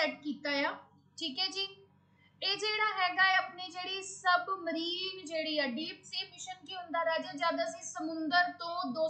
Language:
Punjabi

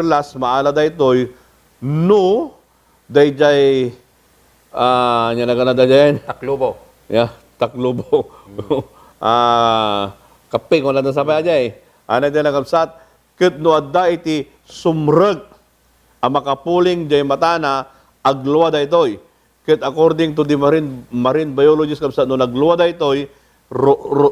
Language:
Iloko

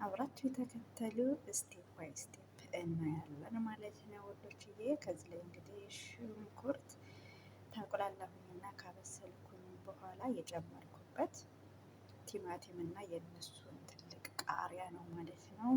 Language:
Amharic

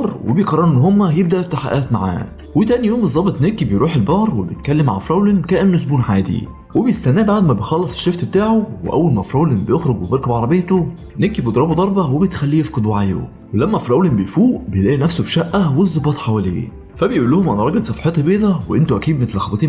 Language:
Egyptian Arabic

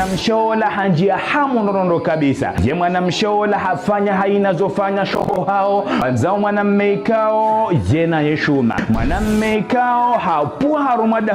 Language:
Ngazidja Comorian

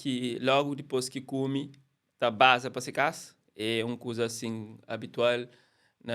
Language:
Kabuverdianu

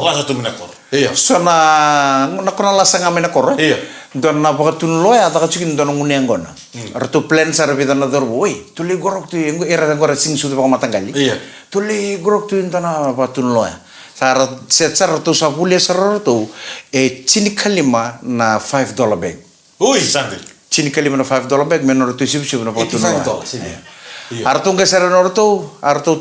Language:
Fijian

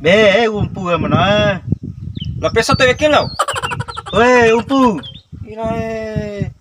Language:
Bima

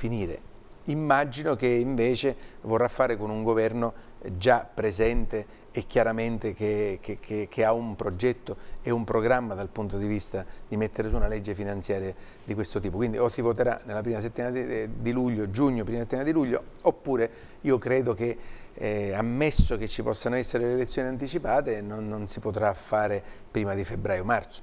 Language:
Italian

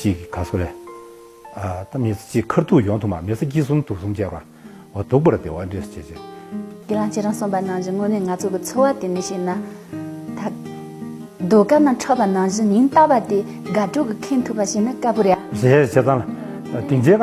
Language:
Tibetan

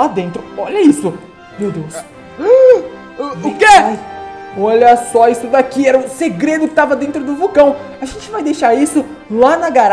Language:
Portuguese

